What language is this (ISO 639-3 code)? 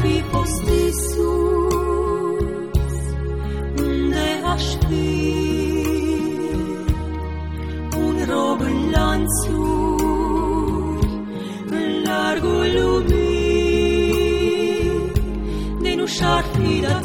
ron